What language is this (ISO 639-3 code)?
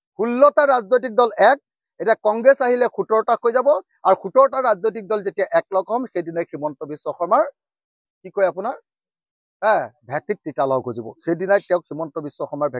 asm